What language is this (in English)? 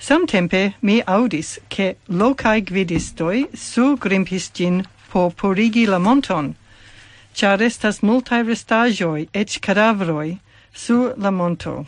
Esperanto